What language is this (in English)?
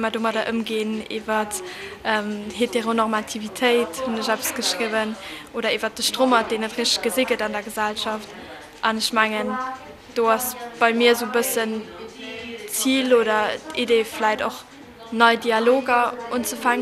Luxembourgish